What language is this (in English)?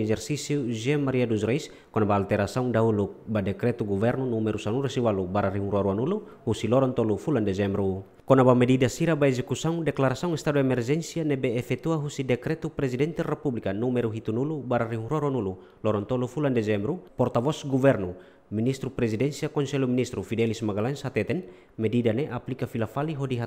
Tetum